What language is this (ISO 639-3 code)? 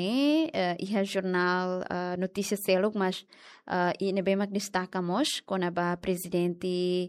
tet